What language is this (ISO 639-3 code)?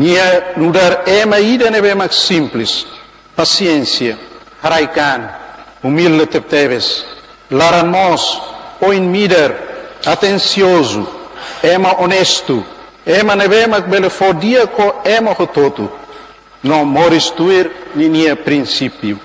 tet